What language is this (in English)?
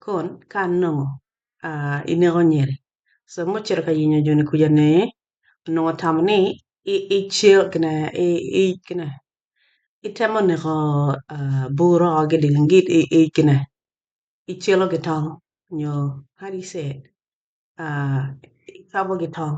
Acoli